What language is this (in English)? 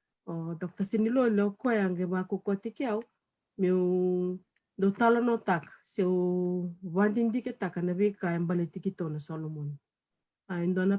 Fijian